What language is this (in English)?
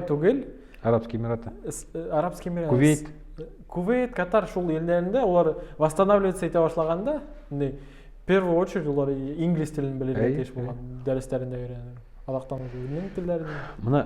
Bashkir